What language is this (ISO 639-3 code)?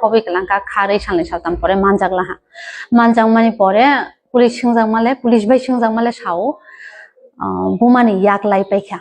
trp